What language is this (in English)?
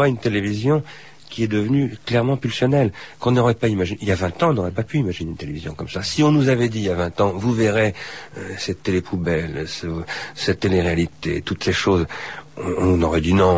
French